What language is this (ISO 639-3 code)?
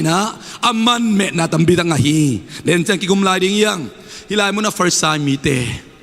ctd